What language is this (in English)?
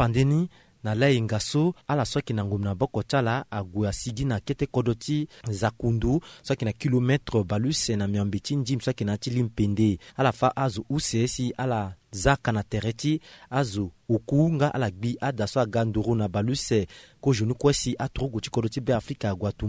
Sango